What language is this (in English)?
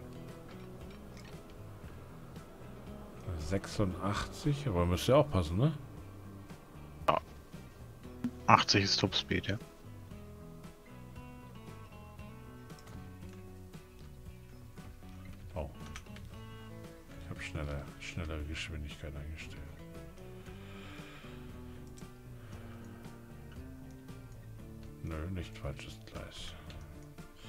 German